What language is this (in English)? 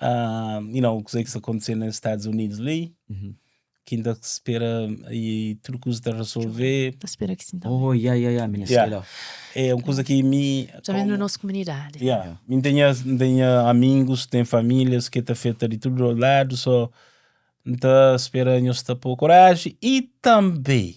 Kabuverdianu